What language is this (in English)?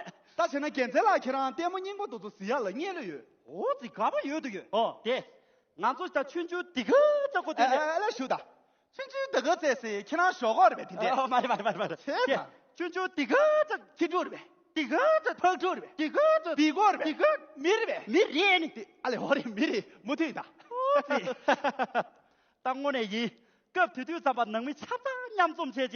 Tibetan